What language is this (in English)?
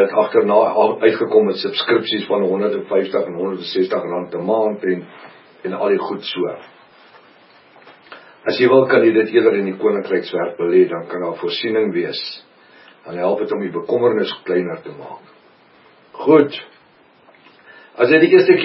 Afrikaans